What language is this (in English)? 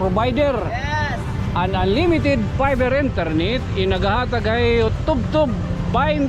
Waray